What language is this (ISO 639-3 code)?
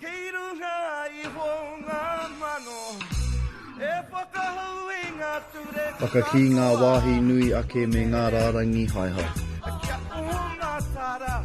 mri